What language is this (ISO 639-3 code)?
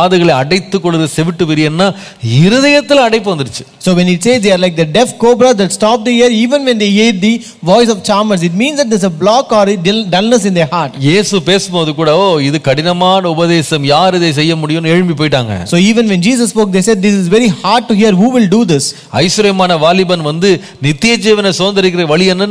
tam